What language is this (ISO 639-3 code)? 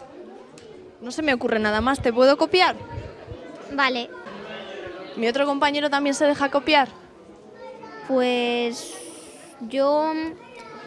spa